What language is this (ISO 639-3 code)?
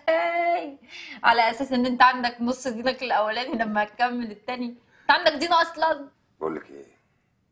arz